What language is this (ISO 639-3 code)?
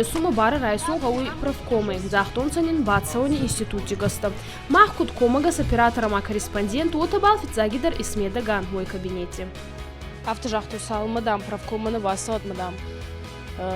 oss